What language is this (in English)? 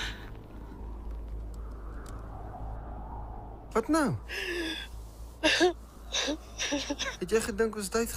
Afrikaans